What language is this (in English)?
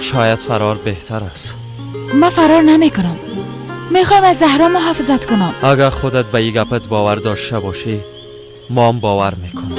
Persian